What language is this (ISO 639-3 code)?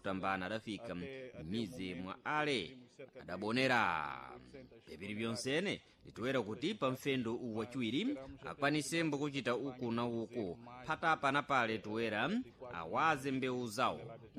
seh